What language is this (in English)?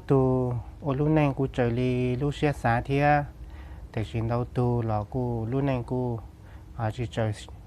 Hmong